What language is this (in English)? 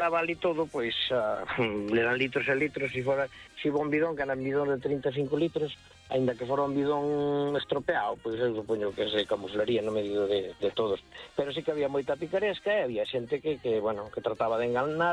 Galician